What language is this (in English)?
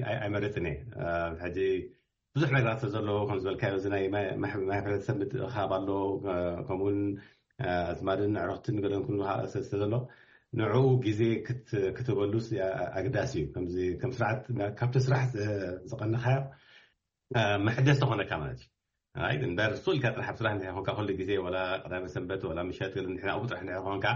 Tigrinya